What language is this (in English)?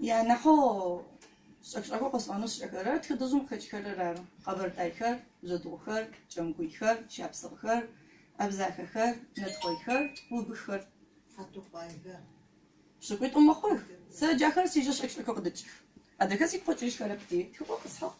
Adyghe